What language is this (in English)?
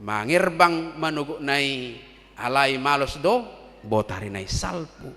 Batak Toba